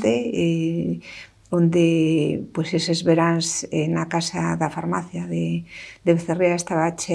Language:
Galician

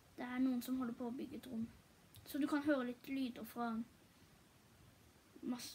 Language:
Norwegian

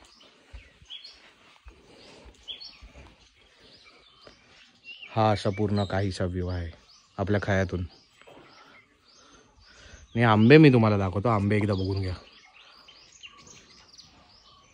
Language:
Marathi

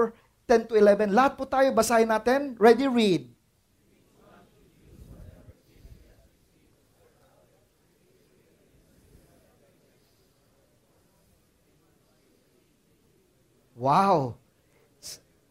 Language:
Filipino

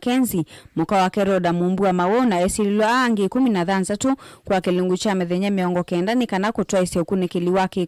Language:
Kamba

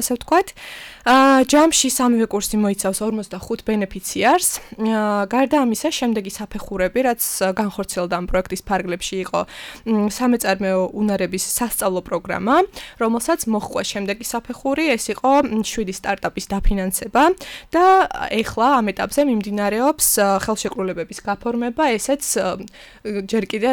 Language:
Georgian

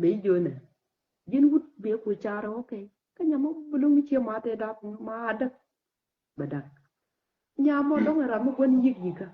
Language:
Nuer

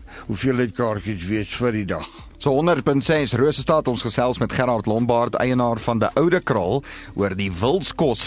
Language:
Afrikaans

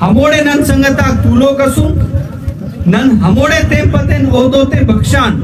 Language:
Brahui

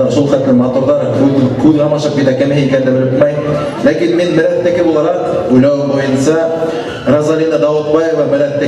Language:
Bashkir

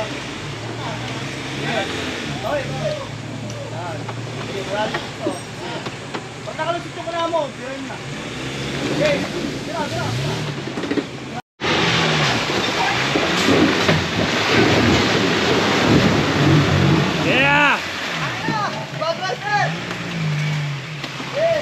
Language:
Filipino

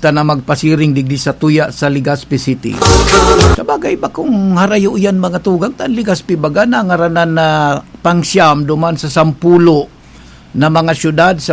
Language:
Bikol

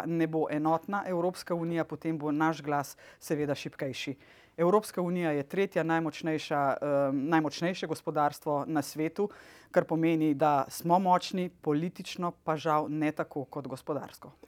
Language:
Slovenian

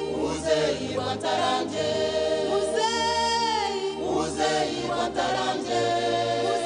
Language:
Nyankole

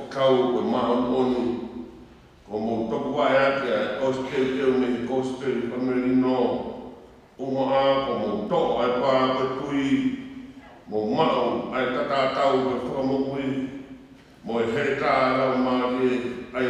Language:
Tongan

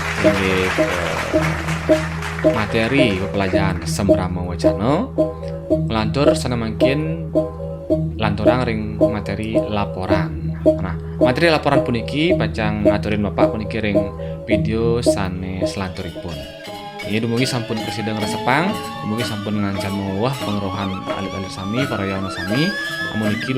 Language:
Balinese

